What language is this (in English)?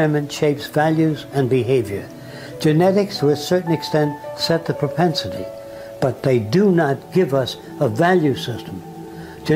English